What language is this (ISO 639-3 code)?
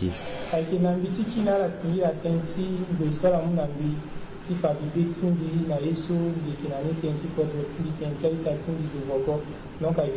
sag